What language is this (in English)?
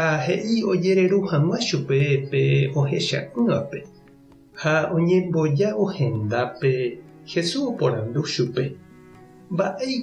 Guarani